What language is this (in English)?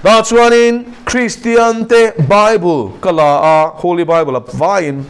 Mizo